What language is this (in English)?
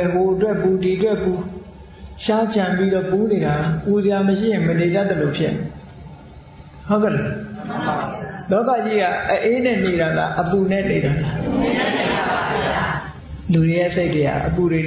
Burmese